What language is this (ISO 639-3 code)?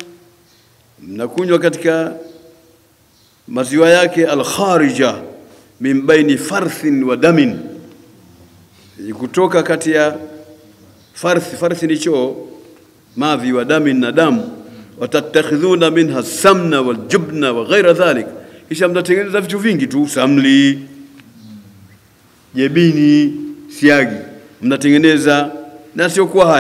swa